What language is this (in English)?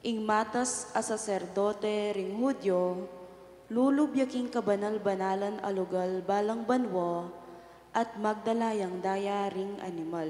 Pampanga